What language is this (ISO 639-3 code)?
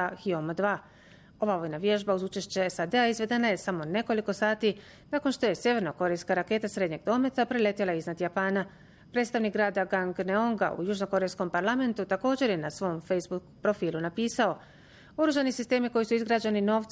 bos